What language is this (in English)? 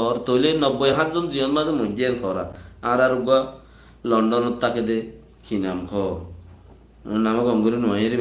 Rohingya